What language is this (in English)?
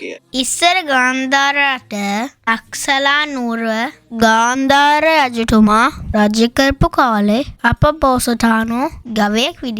Sinhala